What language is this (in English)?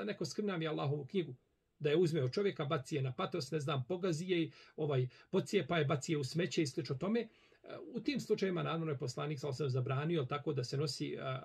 Bosnian